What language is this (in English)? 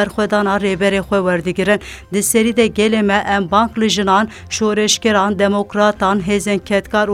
Kurdish